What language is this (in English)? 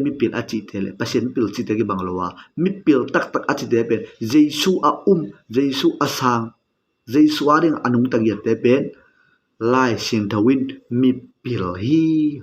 Tedim Chin